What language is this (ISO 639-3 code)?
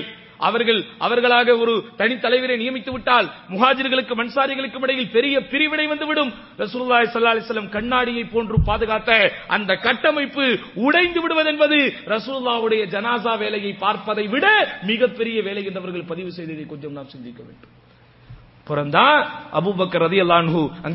tam